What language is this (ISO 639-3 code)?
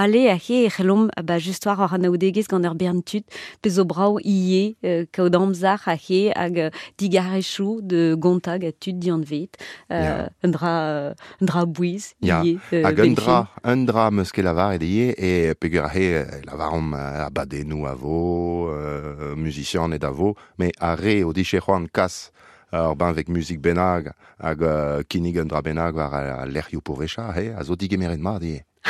bre